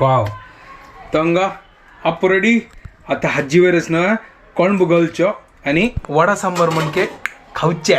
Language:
Konkani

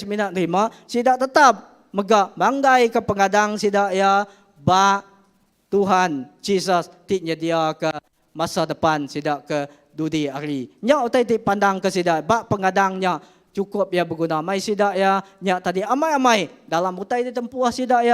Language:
Iban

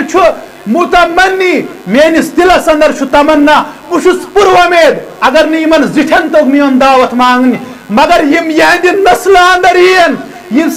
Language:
Kashmiri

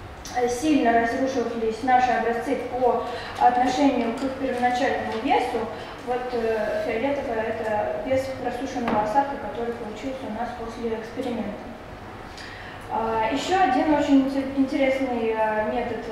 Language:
Russian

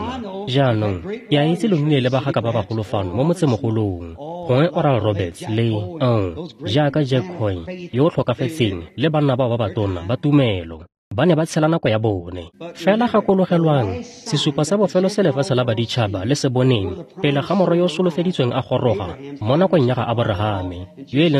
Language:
Tswana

